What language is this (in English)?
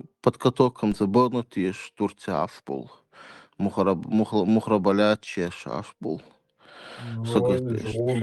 Chechen